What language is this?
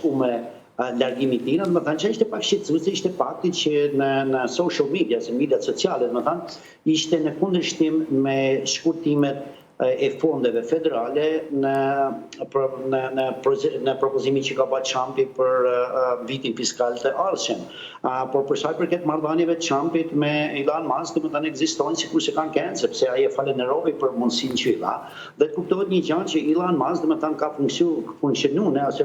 Albanian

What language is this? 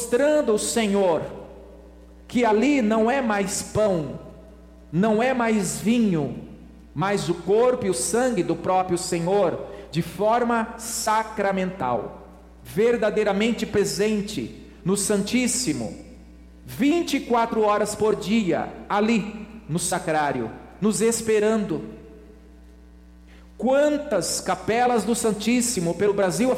Portuguese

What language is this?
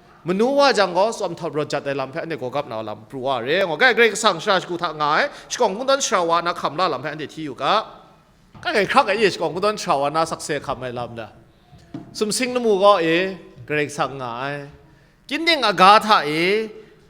Kachin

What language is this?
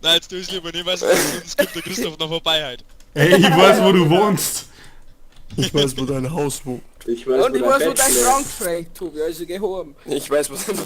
Bavarian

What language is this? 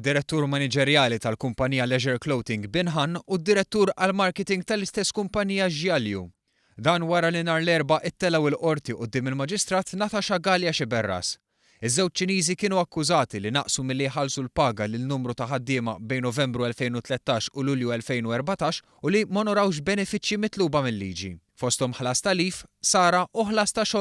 Maltese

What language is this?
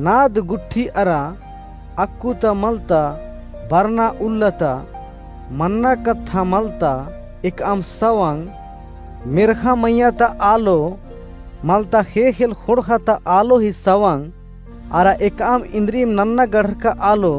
Kurukh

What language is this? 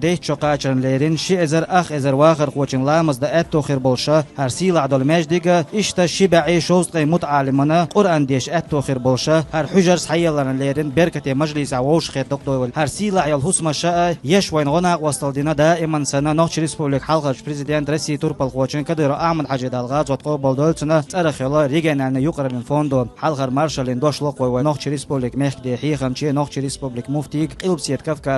Chechen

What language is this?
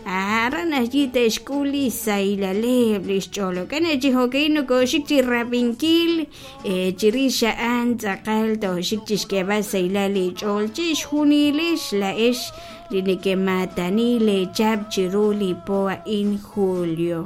Kekchí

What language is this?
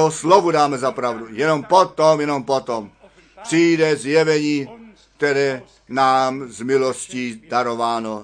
Czech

